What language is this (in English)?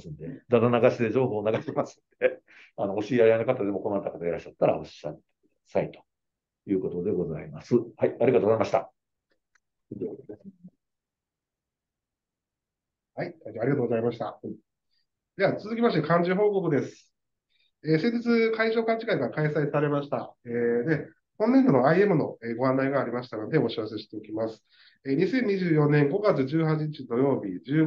Japanese